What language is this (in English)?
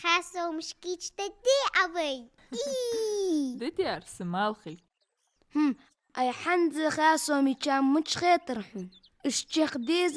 Ingush